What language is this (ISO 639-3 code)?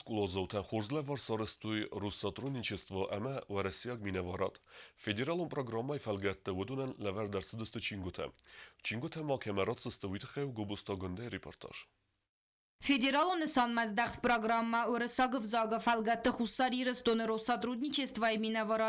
oss